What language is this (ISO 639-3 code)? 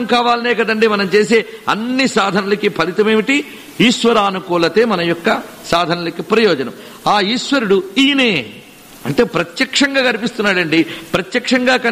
tel